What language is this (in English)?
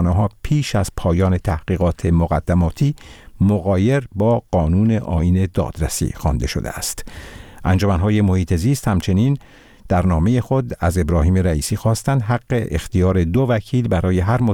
Persian